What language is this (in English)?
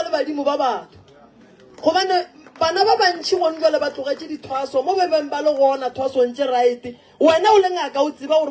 Northern Sotho